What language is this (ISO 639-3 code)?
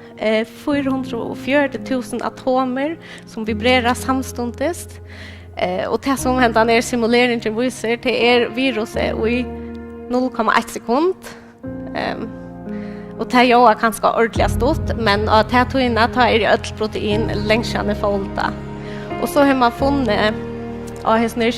fao